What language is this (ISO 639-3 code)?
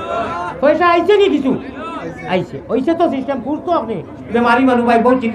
syl